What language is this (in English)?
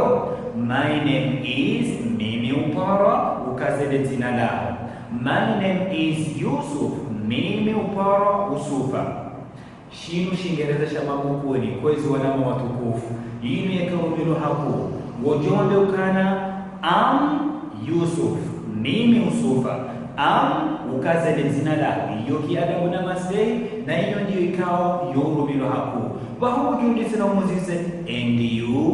Ngazidja Comorian